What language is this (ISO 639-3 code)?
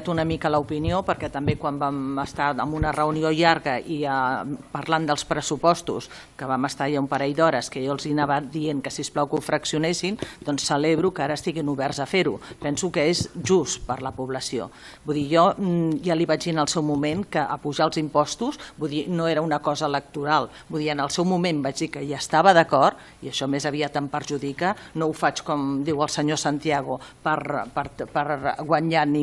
cat